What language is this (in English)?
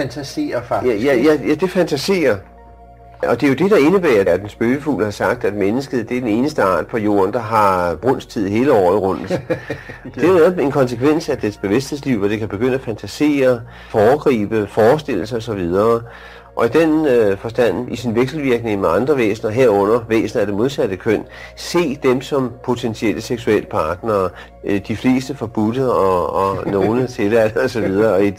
Danish